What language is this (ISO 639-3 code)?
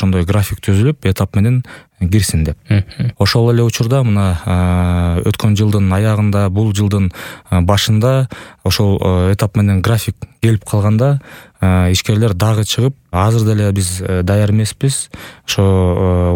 kir